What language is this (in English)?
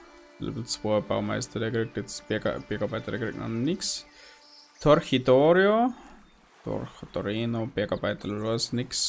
Bavarian